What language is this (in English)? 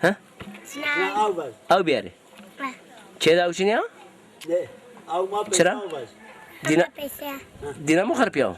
Zaza